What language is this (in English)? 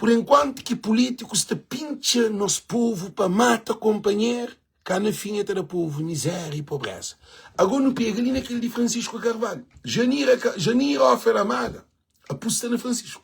Kabuverdianu